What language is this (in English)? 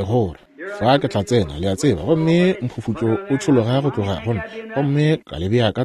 Northern Sotho